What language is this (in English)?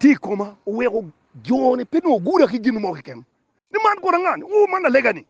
Acoli